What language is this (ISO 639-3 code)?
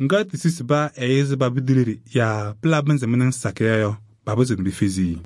kbp